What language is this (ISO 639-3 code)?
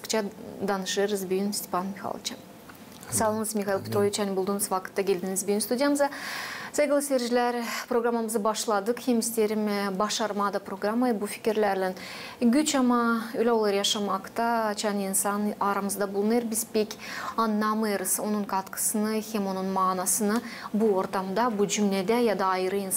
gag